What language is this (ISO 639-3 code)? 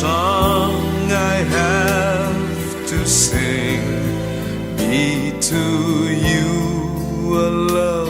nya